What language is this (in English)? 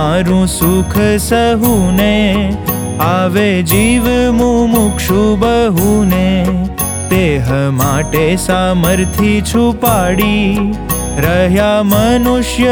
Gujarati